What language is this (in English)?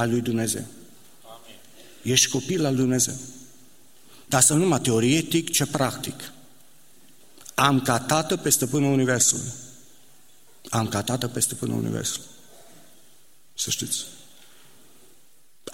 Romanian